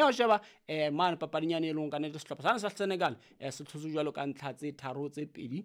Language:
Southern Sotho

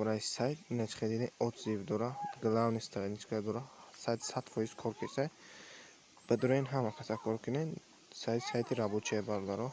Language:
Tajik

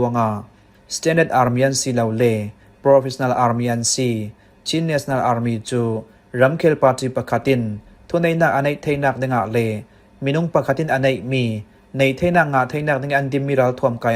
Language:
Falam Chin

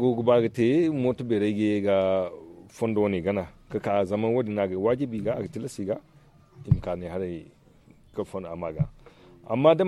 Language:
Zarma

